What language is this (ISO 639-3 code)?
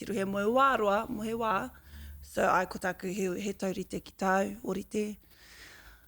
mri